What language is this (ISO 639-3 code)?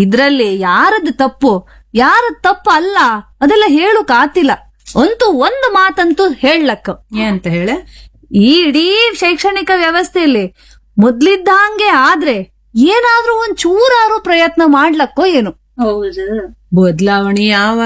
kan